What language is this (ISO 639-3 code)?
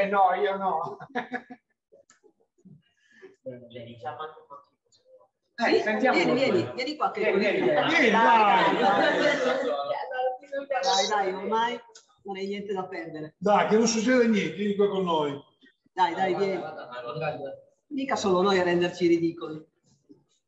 ita